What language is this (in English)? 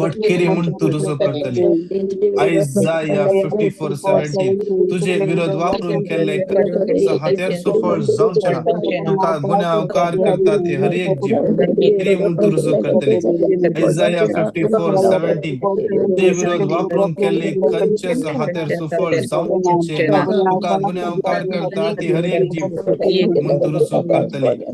Konkani